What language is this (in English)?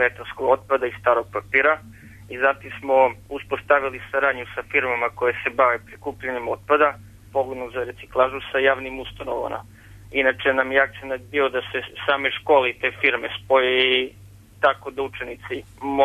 Serbian